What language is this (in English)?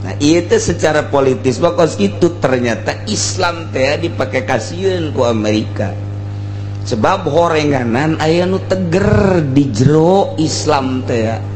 Sundanese